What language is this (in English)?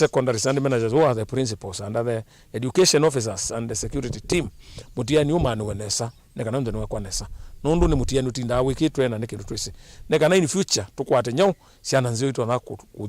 Kamba